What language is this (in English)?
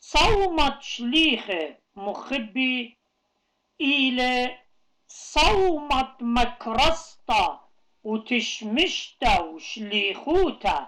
Assyrian Neo-Aramaic